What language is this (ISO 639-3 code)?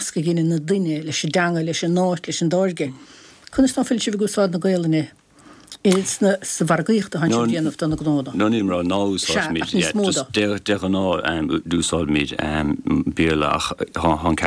gle